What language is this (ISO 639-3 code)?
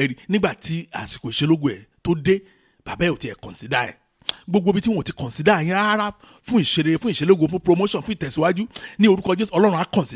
yor